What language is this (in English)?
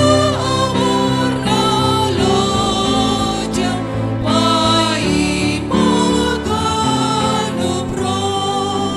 Batak Simalungun